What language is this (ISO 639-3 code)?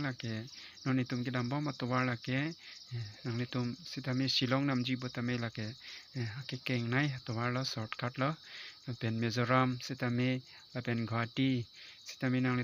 mjw